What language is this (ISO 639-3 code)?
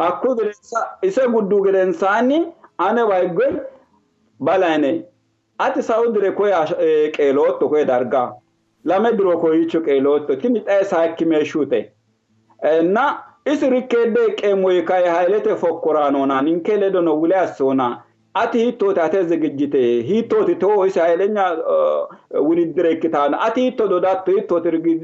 sid